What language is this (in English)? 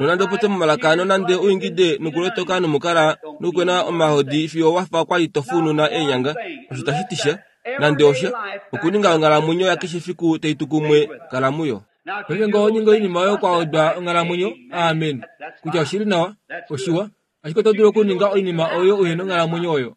Kuanyama